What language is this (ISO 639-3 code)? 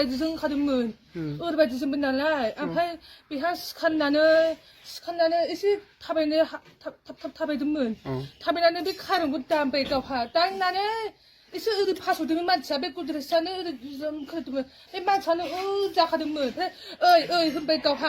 brx